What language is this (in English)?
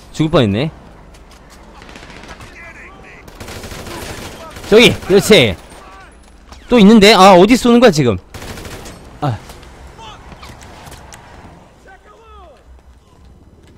Korean